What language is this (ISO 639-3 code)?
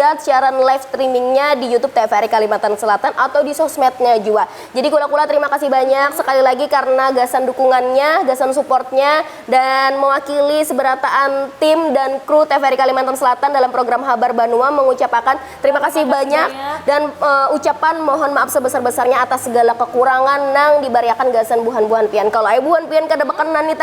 bjn